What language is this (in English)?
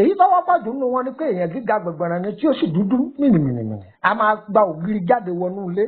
Yoruba